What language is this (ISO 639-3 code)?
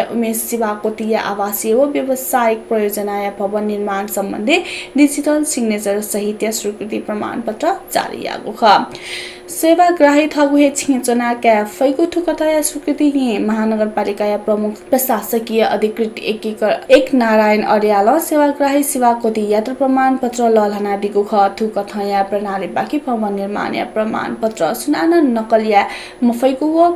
new